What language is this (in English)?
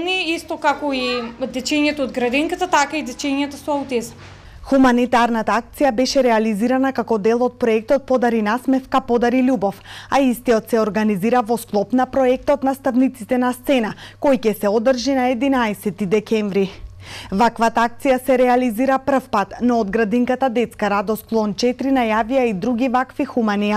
Macedonian